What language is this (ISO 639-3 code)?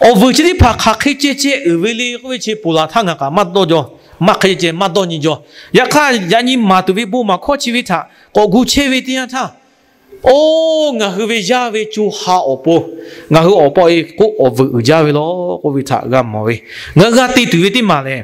lhu